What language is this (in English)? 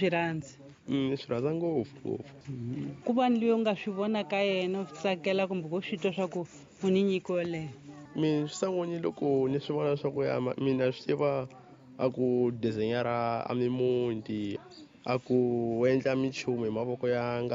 Tsonga